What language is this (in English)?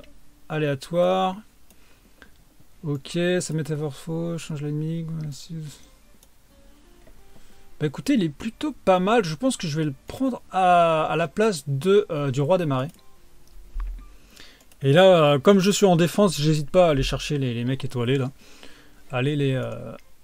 French